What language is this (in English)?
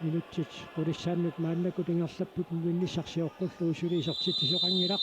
Kalaallisut